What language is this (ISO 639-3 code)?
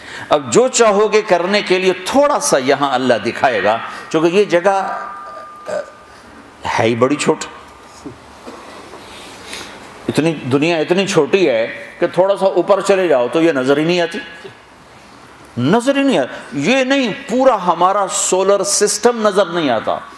urd